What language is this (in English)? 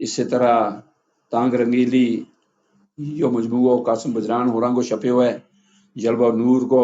Gujari